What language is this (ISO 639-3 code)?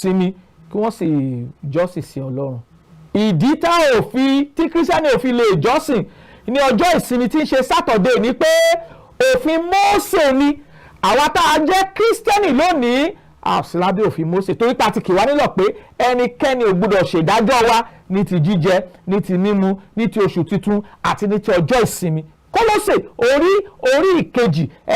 yor